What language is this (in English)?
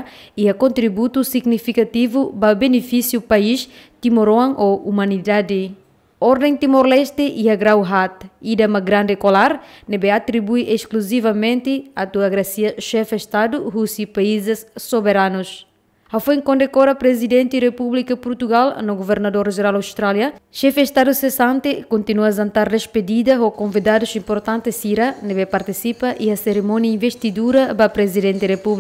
Tetum